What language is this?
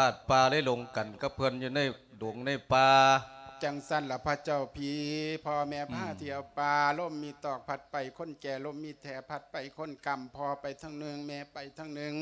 Lao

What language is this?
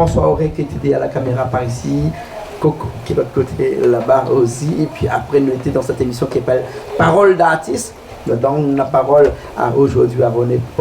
Réunion Creole French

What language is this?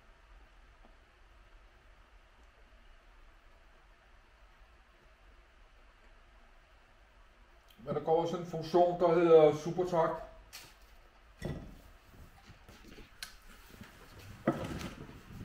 Danish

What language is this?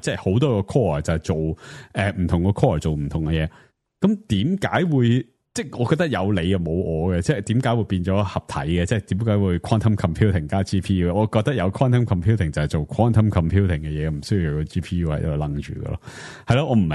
Cantonese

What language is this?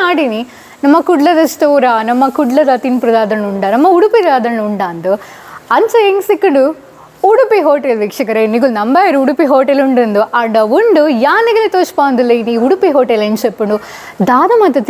Tulu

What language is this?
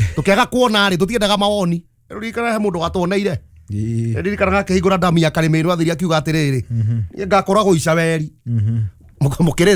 Kikuyu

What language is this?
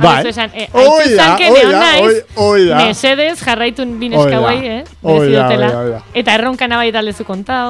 Basque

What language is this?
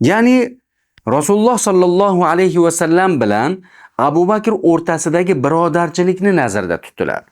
Uzbek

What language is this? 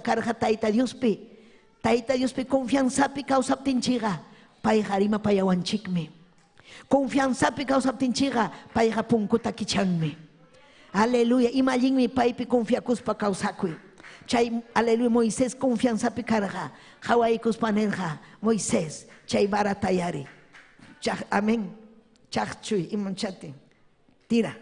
Ayacucho Quechua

